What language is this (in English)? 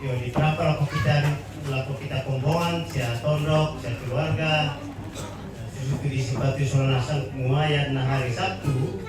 Toraja-Sa'dan